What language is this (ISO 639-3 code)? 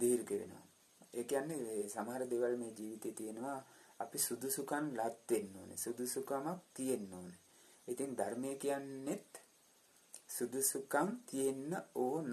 sin